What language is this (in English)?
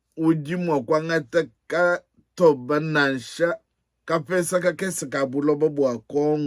Luba-Lulua